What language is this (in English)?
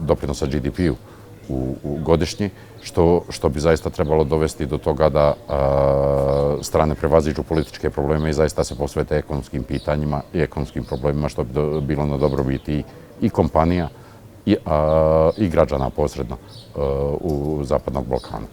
Bosnian